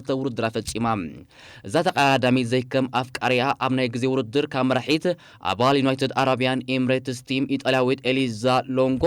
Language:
Tigrinya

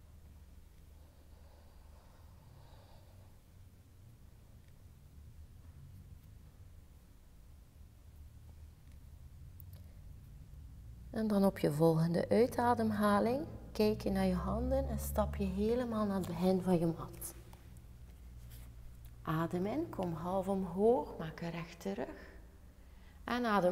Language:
Dutch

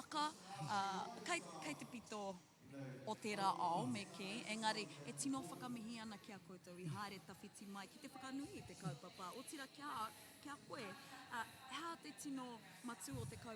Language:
Māori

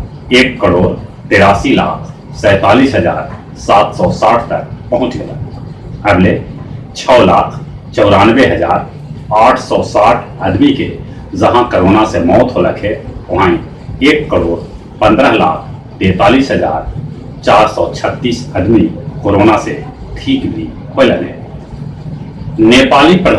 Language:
Magahi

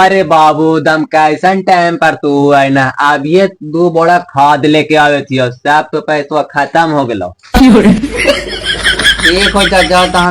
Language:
Magahi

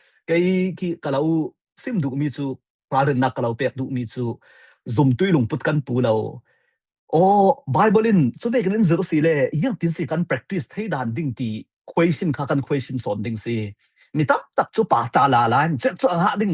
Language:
Falam Chin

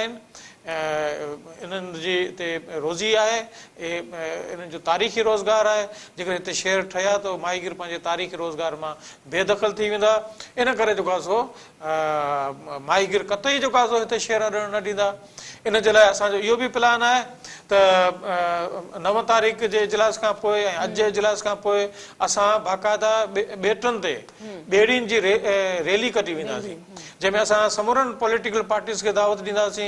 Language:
Sindhi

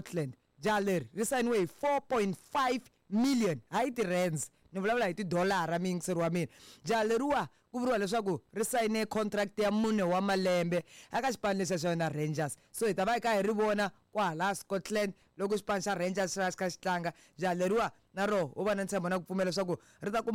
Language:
Tsonga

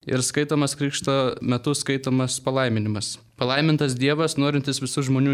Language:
Lithuanian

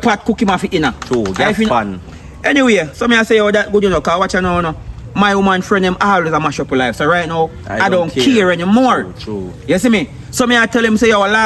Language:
Jamaican Creole English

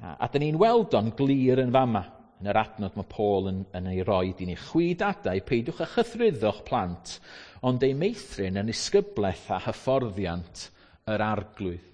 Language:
Welsh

